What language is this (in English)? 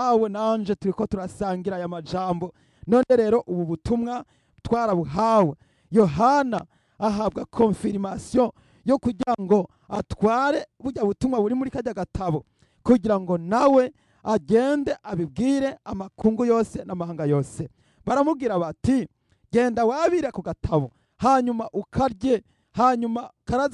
Rundi